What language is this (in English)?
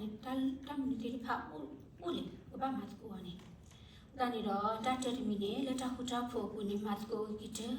S'gaw Karen